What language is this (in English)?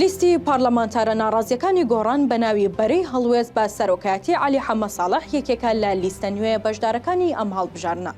Central Kurdish